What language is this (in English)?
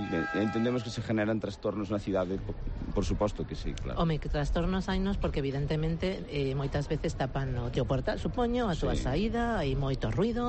Galician